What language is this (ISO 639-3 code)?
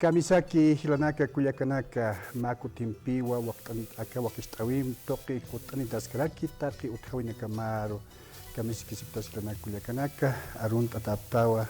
aym